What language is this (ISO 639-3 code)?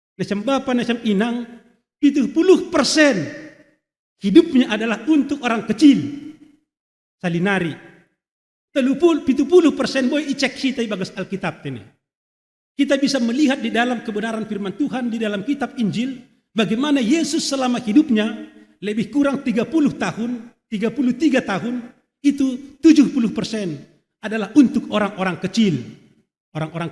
bts